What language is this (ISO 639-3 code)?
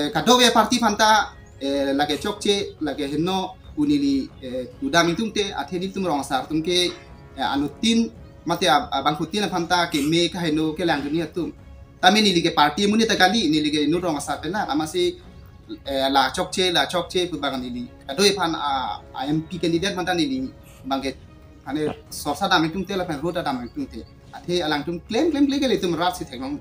mjw